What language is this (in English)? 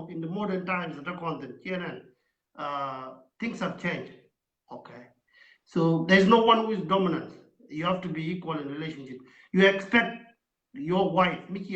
Nuer